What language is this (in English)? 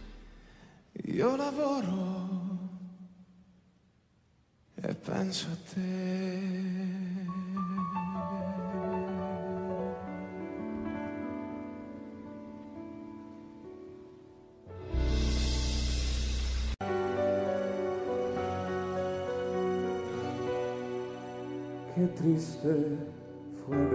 Italian